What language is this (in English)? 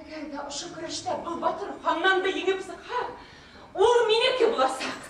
Bashkir